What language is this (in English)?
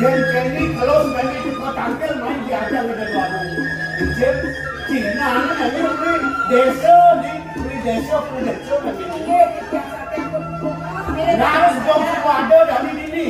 Balinese